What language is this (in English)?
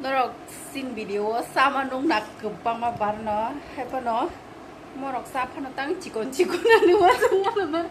Kok Borok